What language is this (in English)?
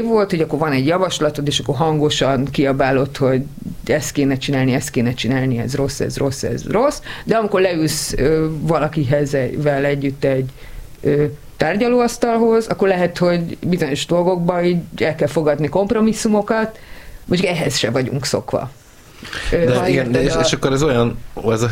Hungarian